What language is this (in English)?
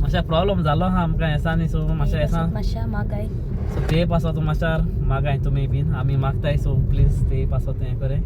Konkani